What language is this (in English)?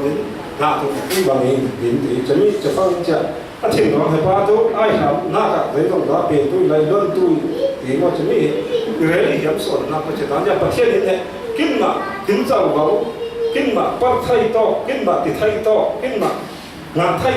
Falam Chin